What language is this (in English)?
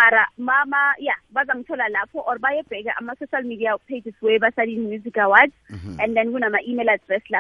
South Ndebele